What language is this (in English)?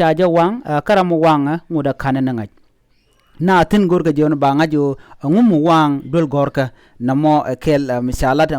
Nuer